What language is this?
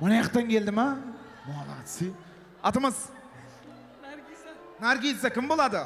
Kara-Kalpak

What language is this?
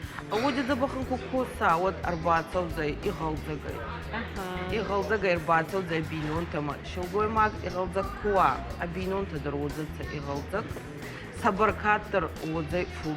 Ossetic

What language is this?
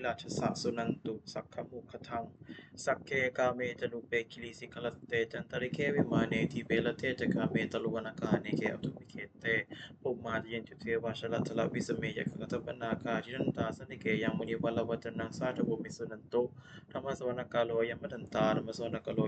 Pali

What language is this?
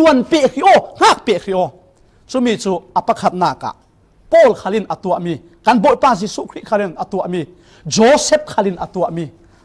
Falam Chin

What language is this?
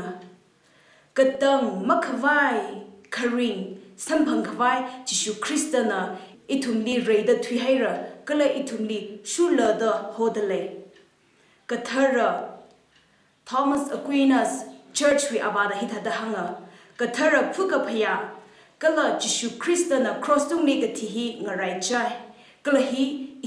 Tangkhul Naga (India)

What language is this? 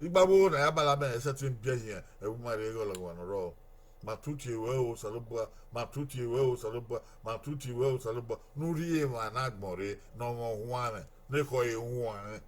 Bini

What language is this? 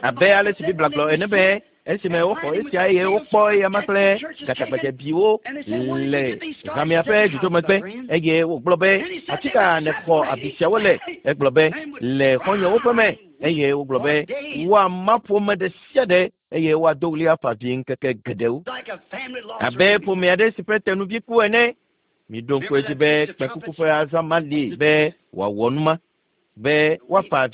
Ewe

